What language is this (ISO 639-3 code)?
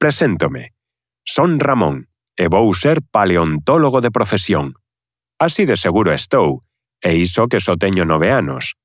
glg